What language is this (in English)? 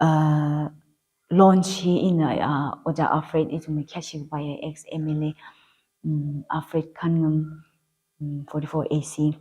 Tangkhul Naga (India)